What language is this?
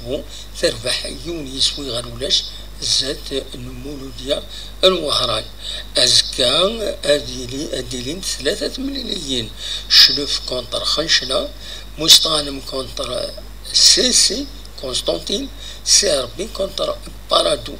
Kabyle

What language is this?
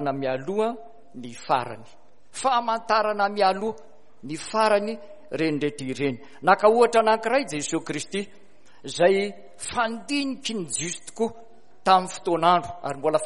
Malagasy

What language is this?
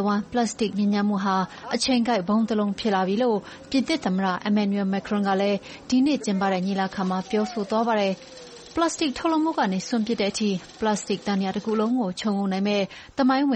Burmese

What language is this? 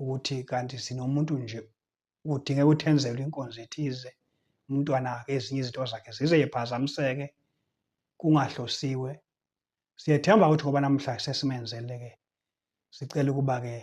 Zulu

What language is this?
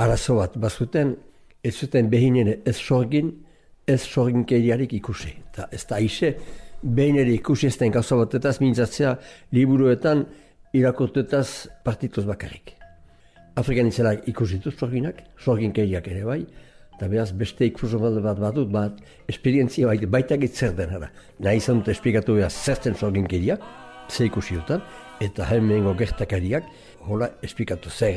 Basque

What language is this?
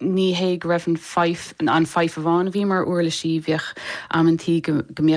Irish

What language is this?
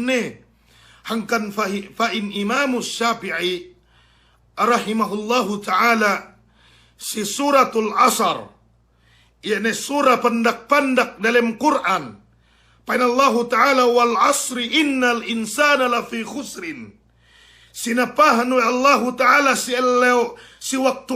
Yakan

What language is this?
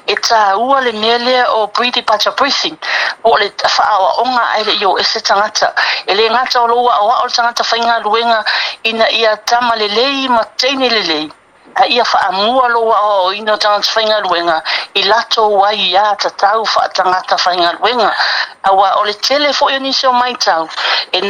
Samoan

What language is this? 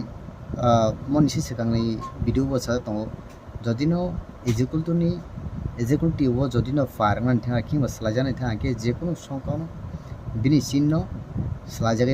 Kok Borok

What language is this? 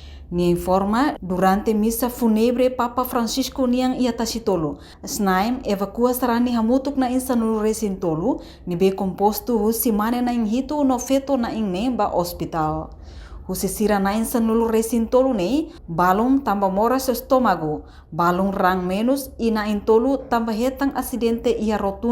Tetum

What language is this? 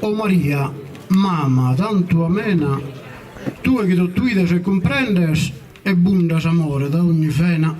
Sardinian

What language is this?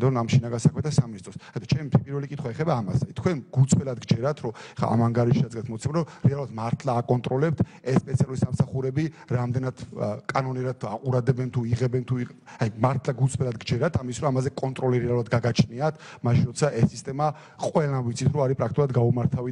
Georgian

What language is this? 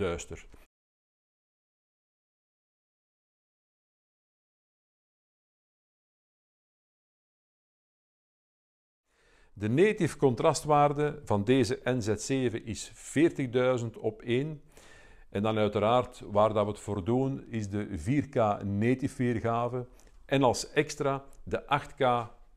Dutch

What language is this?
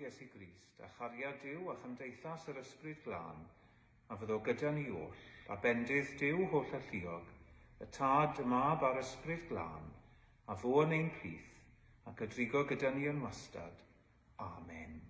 Welsh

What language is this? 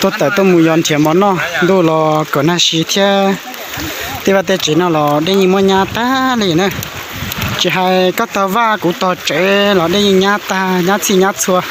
Hmong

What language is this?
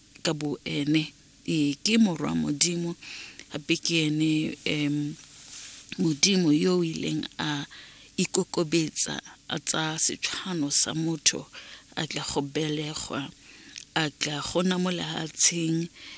Tswana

